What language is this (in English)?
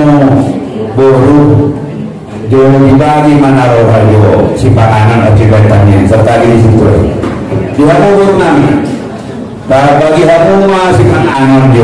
Batak Angkola